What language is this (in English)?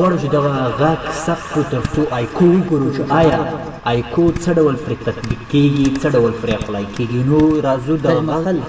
Pashto